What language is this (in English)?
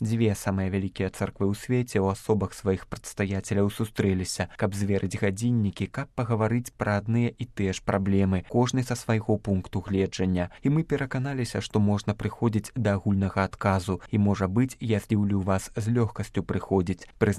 Belarusian